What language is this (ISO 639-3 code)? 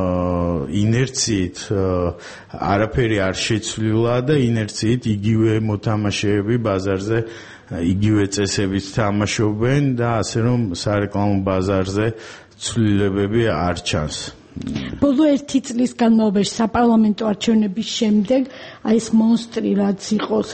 kat